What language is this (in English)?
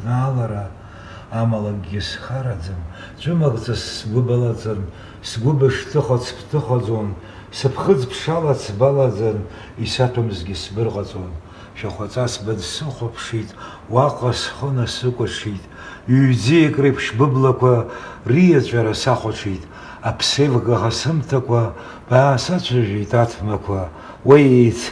Abkhazian